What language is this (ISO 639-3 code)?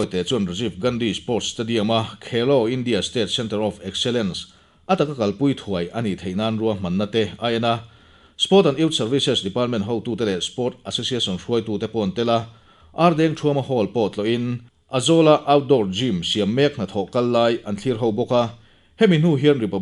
lus